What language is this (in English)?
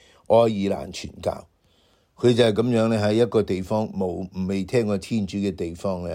Cantonese